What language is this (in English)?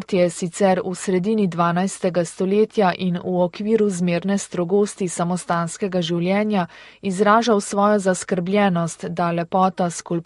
Slovenian